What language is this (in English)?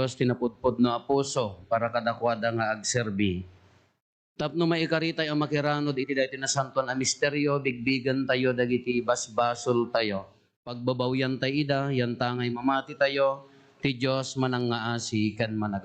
Iloko